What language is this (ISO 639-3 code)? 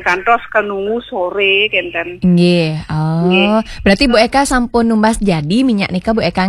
ban